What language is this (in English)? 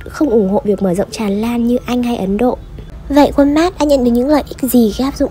Vietnamese